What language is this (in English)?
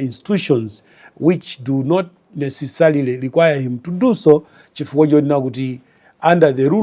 Nyanja